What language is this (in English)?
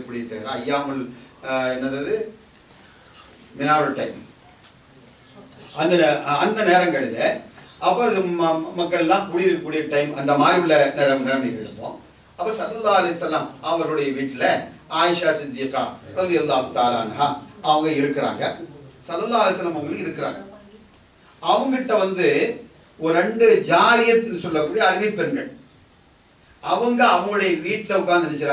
Tamil